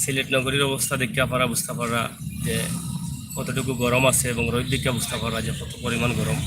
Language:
Sylheti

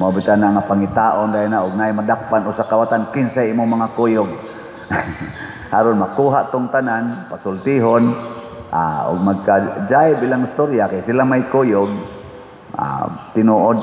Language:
Cebuano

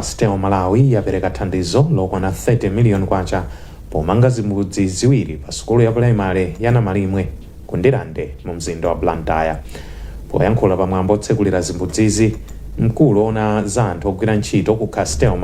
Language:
Nyanja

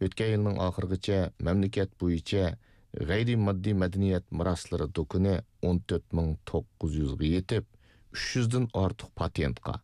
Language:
Uyghur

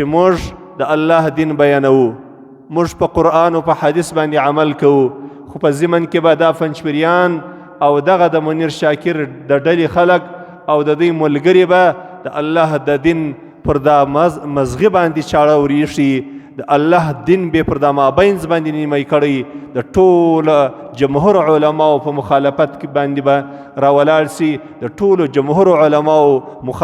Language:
Pashto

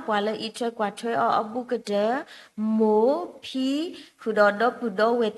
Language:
S'gaw Karen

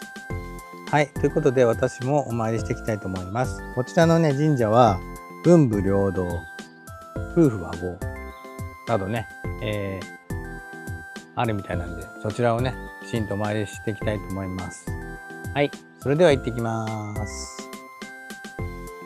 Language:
Japanese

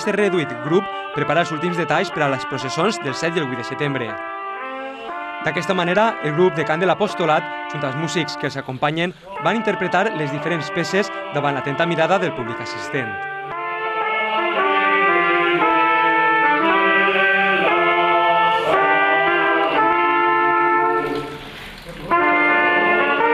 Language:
Catalan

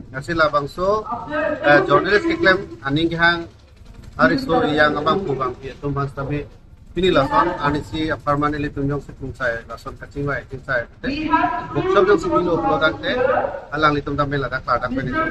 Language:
Karbi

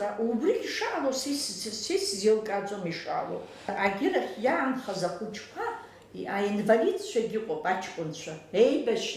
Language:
Abkhazian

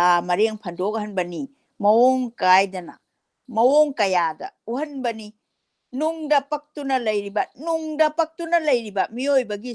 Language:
Manipuri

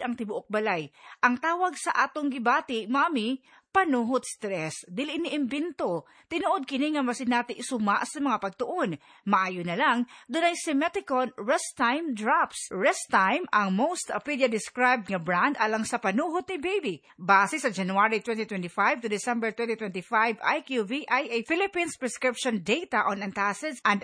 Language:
Cebuano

